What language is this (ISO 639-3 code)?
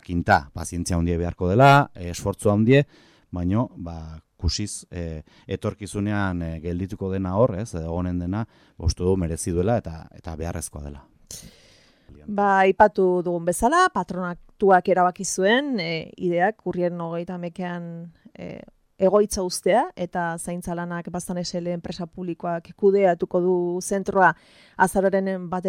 eus